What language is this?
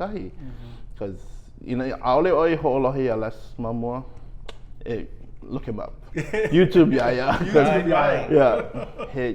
Hawaiian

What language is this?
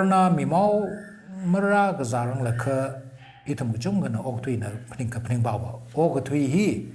Tangkhul Naga (India)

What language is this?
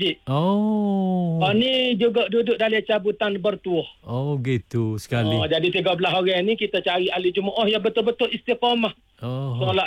Malay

